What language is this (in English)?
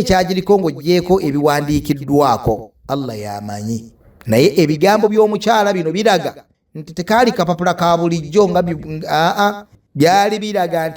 Ganda